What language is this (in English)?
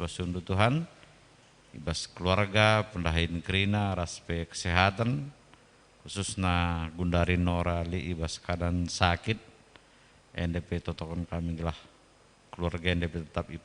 Batak Karo